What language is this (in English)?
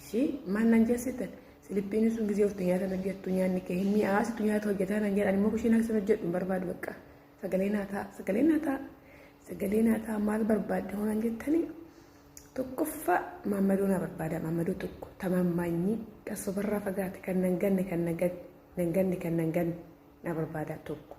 Oromo